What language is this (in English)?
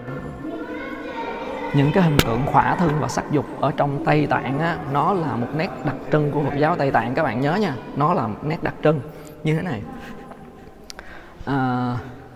Vietnamese